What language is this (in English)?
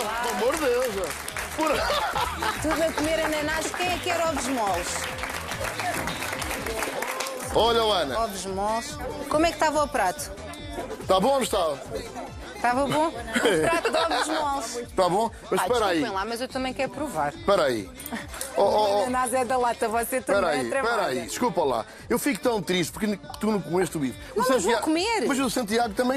Portuguese